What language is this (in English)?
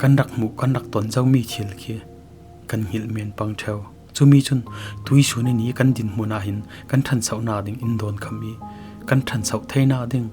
Falam Chin